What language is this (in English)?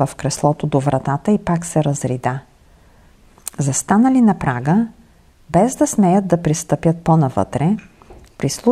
Bulgarian